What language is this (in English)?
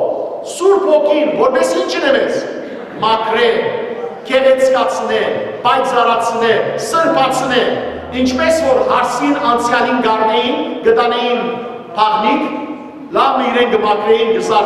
Western Armenian